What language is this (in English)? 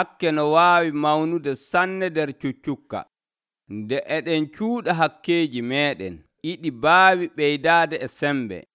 Nigerian Fulfulde